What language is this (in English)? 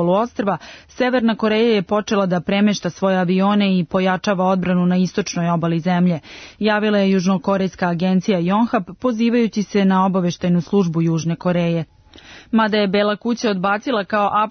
Serbian